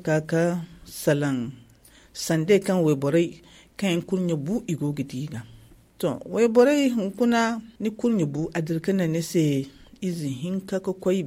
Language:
Zarma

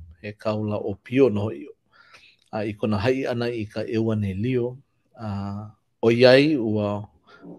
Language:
Hawaiian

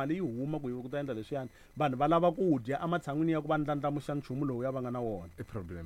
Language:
Tsonga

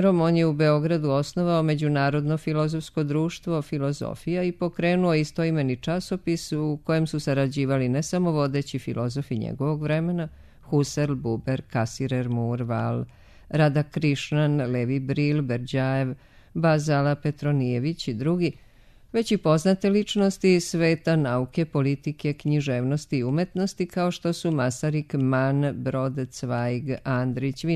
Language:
Serbian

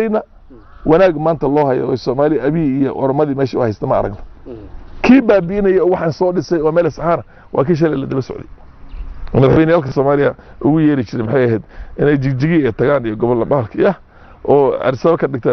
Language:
Somali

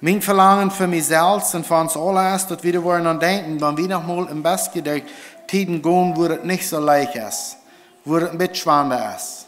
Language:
Plautdietsch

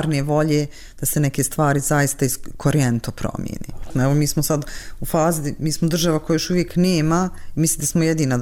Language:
Bosnian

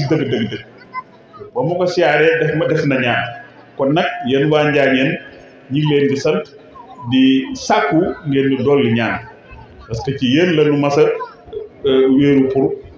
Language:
Wolof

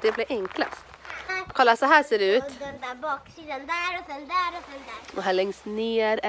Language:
Swedish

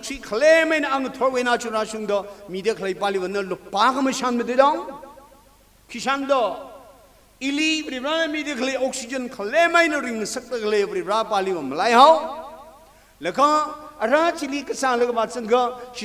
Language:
Tangkhul Naga (India)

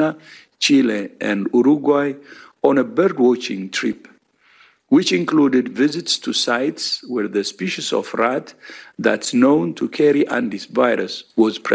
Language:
English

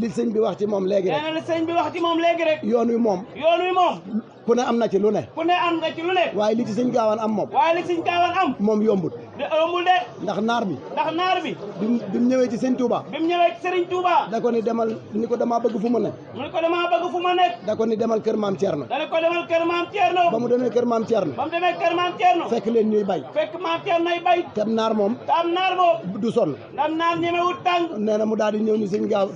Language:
Wolof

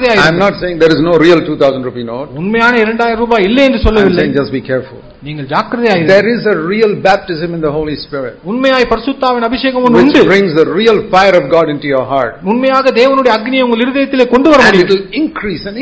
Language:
Tamil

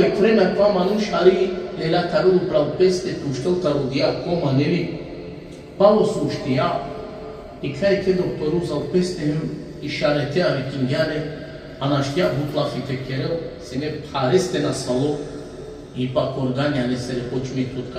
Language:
Balkan Romani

